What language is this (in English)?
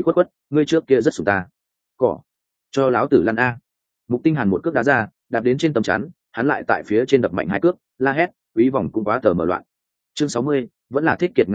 Vietnamese